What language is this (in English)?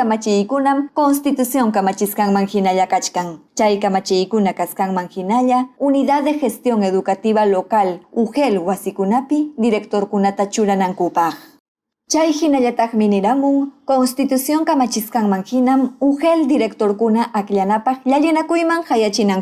Ayacucho Quechua